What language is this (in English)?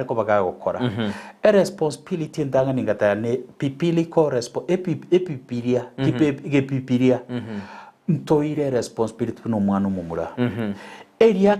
Gusii